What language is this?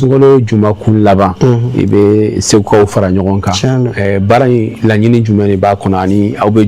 Bambara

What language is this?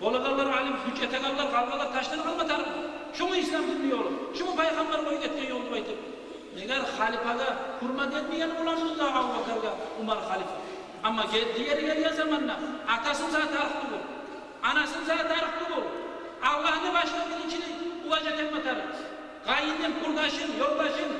Kumyk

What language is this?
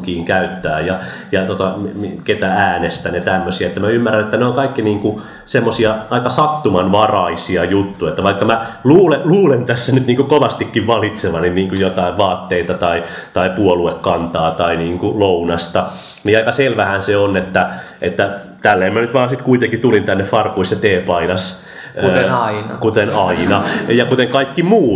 Finnish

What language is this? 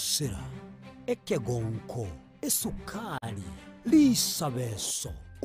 Gusii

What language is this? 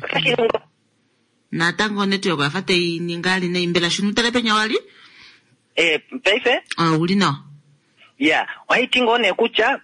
Kuanyama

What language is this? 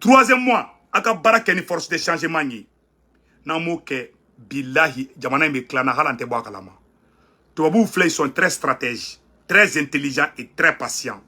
Bambara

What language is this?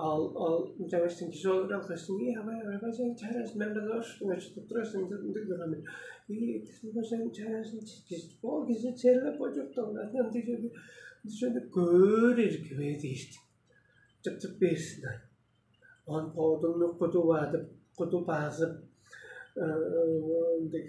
Tuvinian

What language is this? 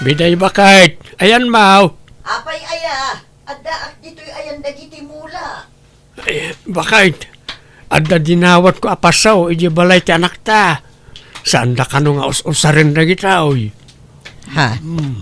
Iloko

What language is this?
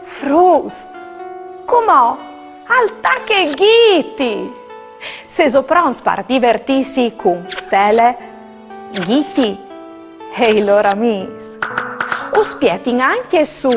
Friulian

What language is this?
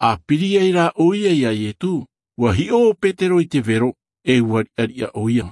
Tahitian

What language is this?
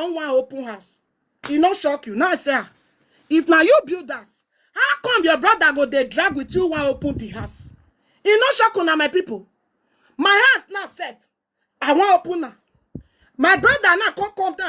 Nigerian Pidgin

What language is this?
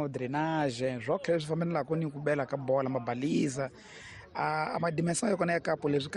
Tsonga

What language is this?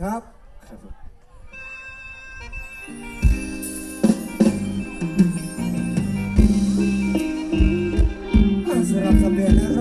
Thai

